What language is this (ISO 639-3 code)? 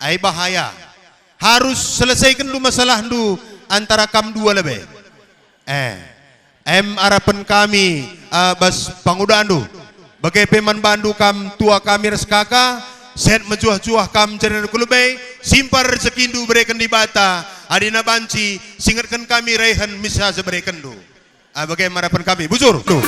btx